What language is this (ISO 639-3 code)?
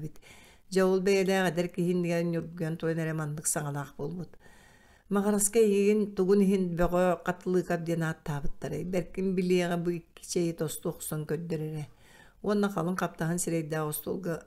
sah